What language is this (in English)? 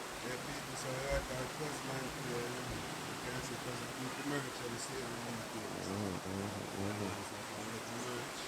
Jamaican Creole English